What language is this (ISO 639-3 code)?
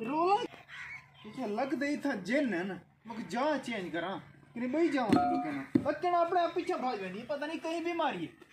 skr